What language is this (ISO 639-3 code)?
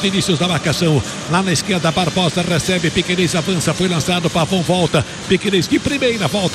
por